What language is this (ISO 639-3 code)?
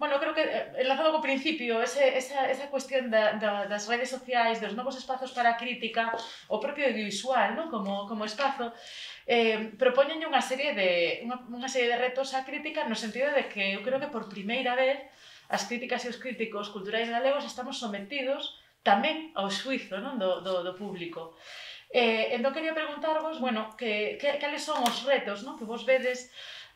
glg